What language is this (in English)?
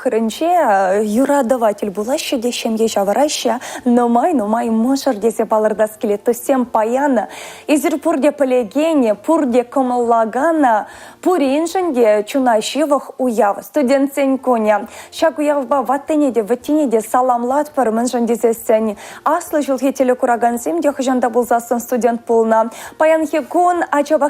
Chuvash